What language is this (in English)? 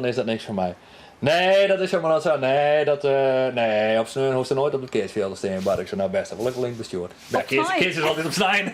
Western Frisian